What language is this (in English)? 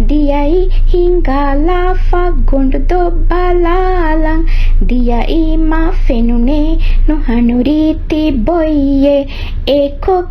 Divehi